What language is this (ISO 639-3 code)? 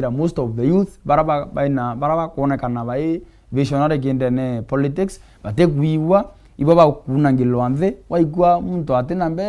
mer